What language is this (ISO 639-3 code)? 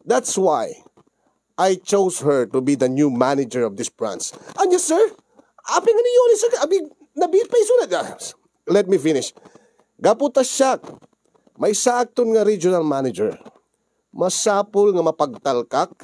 ilo